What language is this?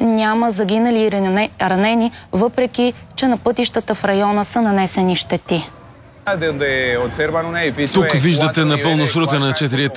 Bulgarian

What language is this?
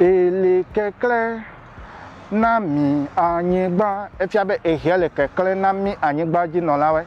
Ewe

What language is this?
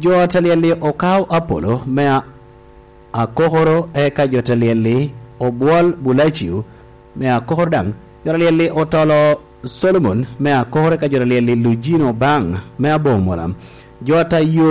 Lango (Uganda)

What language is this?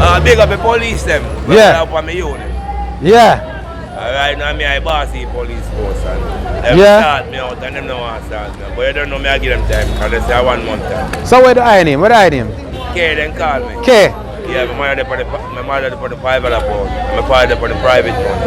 Jamaican Creole English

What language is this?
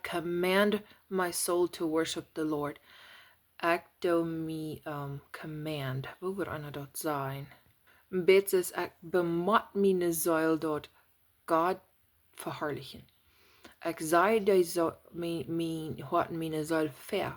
Plautdietsch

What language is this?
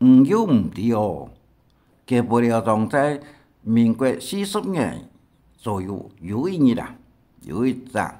Hakka Chinese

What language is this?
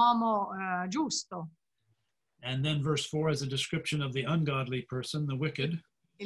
Italian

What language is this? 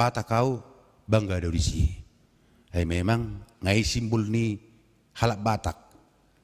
Batak Toba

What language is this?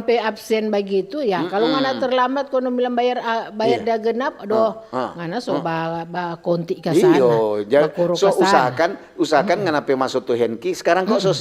Manado Malay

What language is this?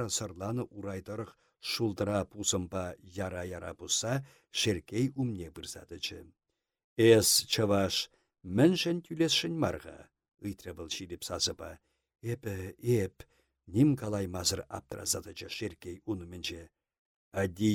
Chuvash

